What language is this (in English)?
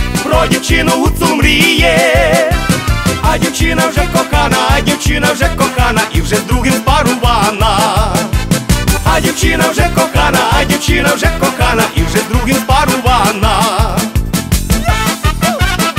Ukrainian